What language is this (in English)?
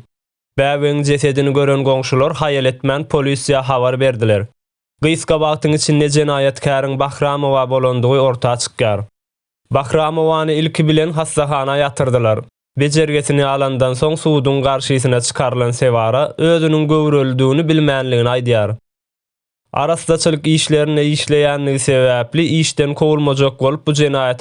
Turkmen